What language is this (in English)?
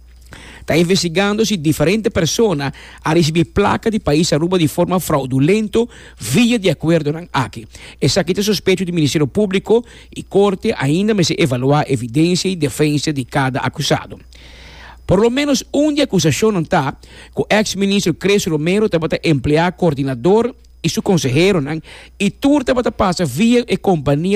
Papiamento